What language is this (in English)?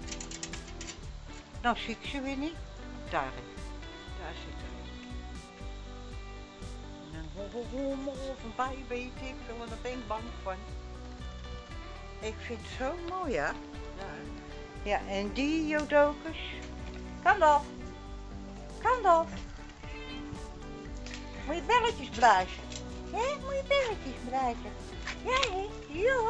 Dutch